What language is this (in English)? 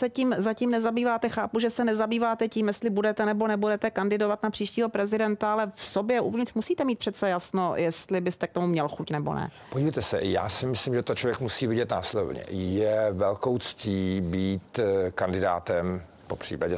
Czech